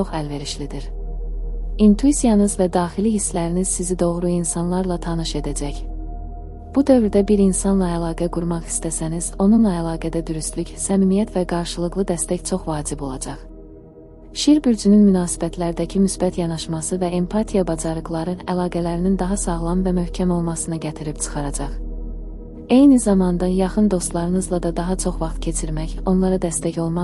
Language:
Azerbaijani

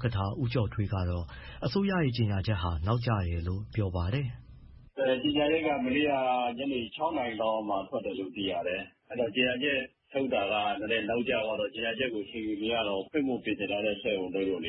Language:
Burmese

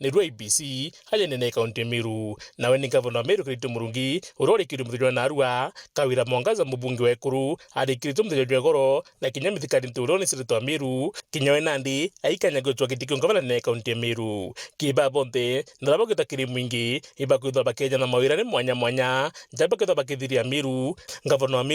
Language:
Meru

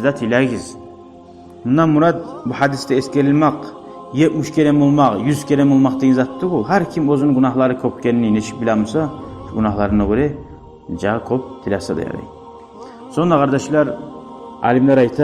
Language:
Kumyk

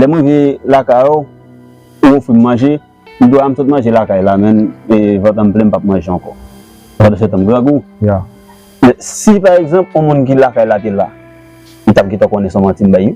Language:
Haitian Creole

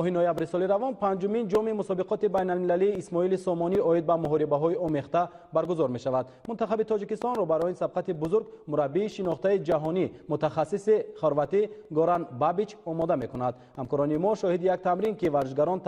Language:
Tajik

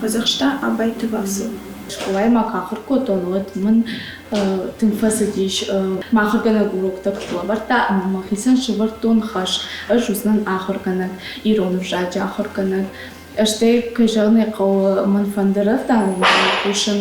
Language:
Ossetic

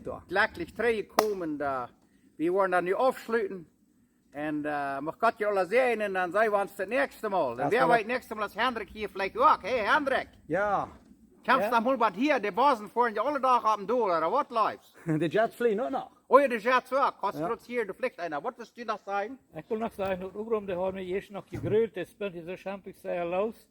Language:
Plautdietsch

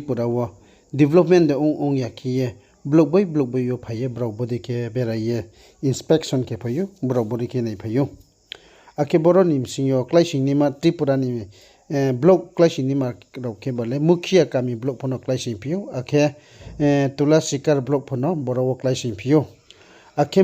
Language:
Riang (India)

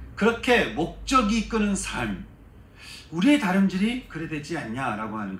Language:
Korean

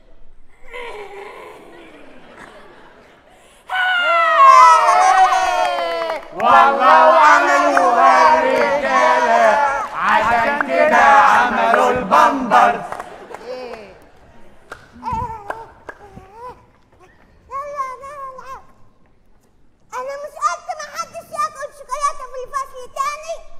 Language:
Egyptian Arabic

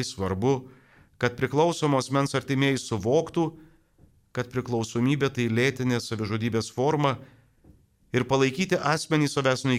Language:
Lithuanian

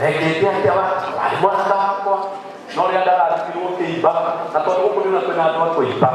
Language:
Kikuyu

